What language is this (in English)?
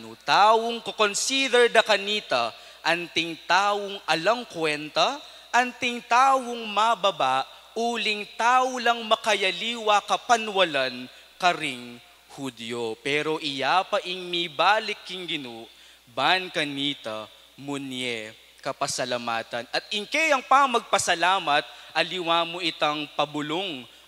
Pampanga